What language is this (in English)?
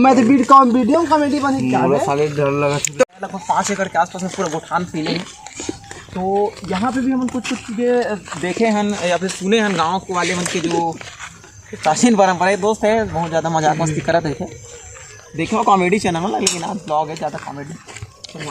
Chhattisgarhi